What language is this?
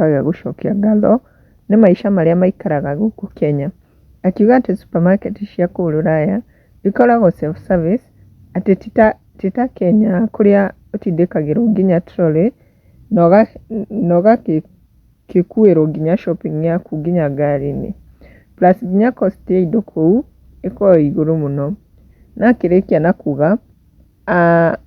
Kikuyu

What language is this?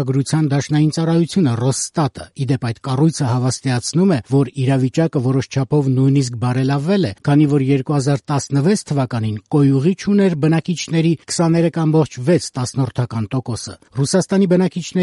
Armenian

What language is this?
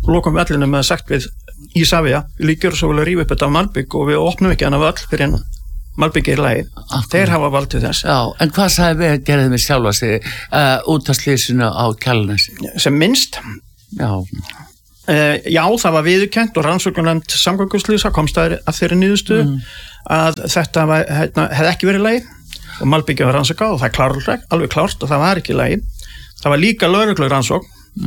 Icelandic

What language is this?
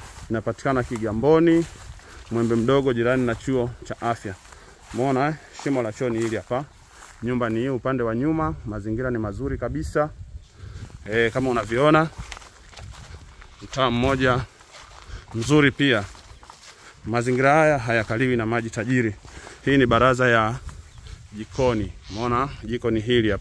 Swahili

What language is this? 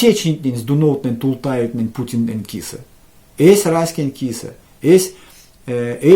Erzya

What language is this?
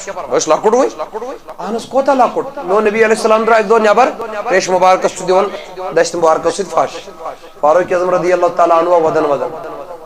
Kashmiri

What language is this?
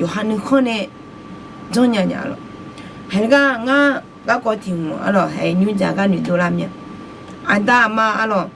Akha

